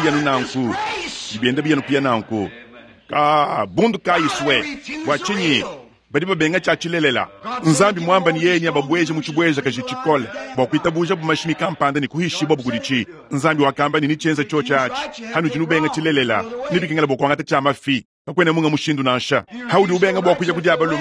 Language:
Luba-Lulua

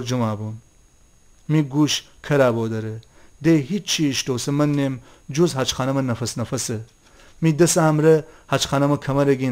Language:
Gilaki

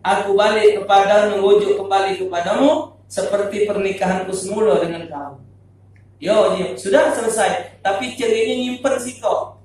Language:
Musi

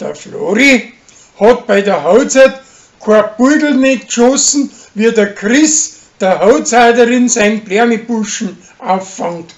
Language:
Bavarian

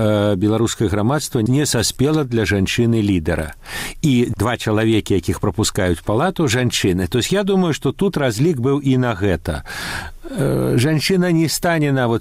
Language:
Belarusian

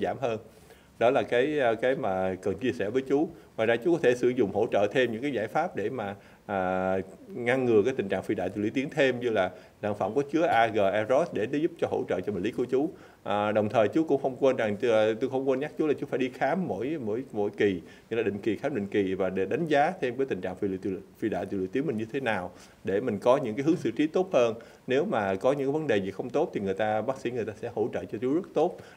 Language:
Vietnamese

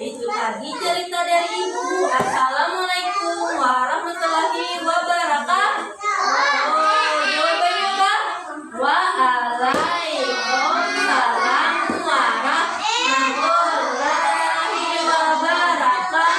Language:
Banjar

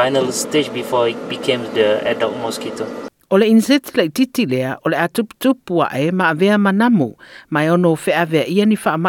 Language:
Samoan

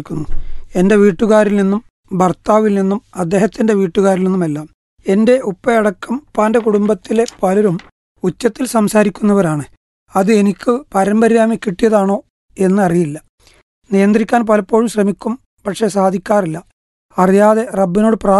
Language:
Malayalam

